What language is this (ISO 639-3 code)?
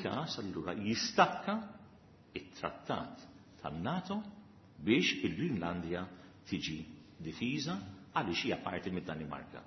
mlt